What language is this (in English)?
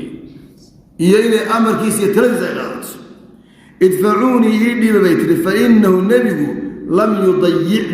Somali